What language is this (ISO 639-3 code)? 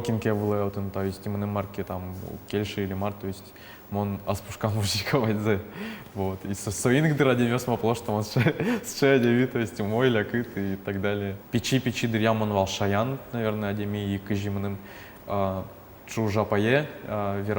udm